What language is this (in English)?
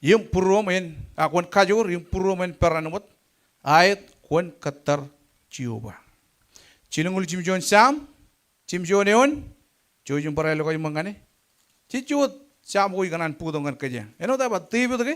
Marshallese